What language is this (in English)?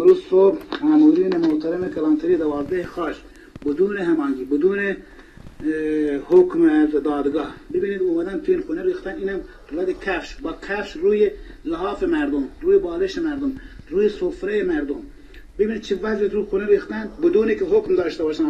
Persian